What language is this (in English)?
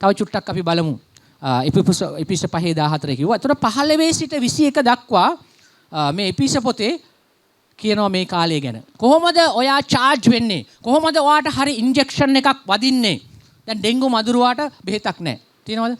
Sinhala